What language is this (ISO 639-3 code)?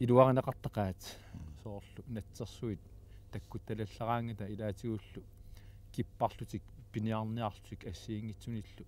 kal